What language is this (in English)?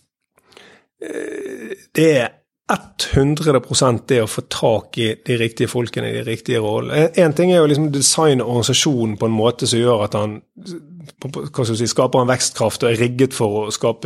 Norwegian